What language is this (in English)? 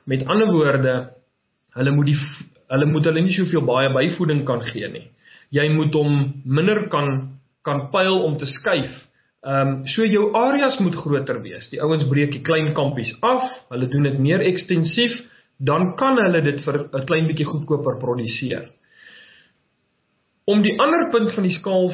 Afrikaans